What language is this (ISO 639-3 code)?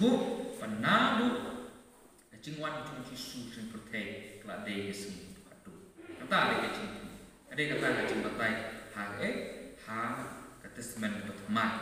kha